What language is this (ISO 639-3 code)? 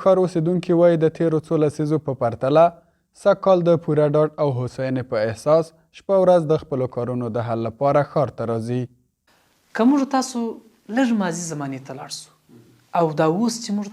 pus